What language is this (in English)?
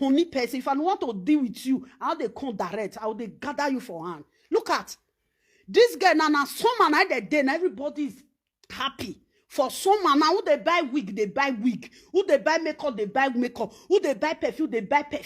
Nigerian Pidgin